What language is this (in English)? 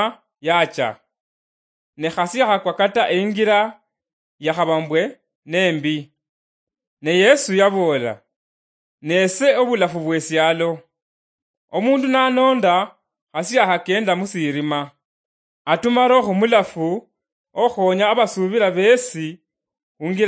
Luyia